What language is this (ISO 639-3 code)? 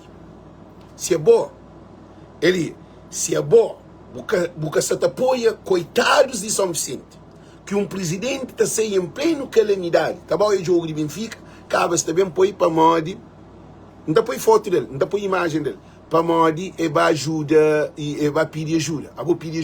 kea